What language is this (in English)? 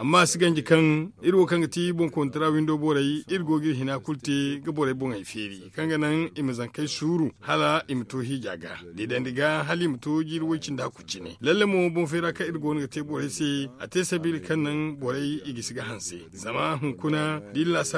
Zarma